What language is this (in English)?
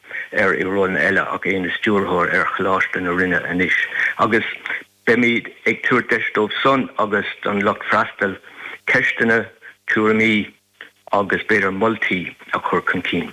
Irish